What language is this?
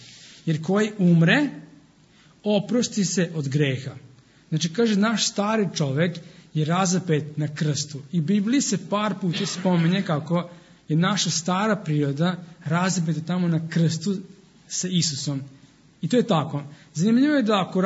Serbian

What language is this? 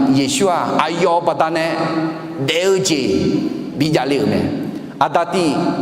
Akha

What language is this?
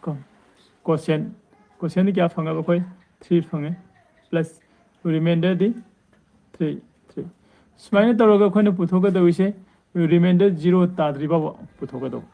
Manipuri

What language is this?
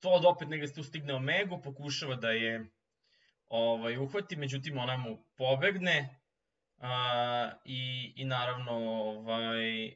Serbian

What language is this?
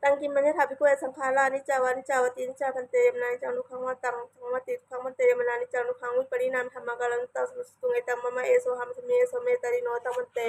Pali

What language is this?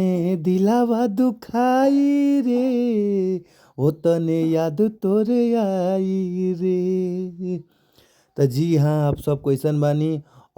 Bhojpuri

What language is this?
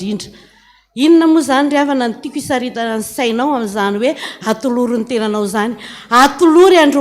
Malagasy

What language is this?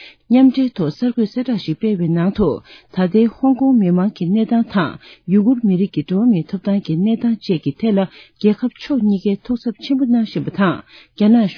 Tibetan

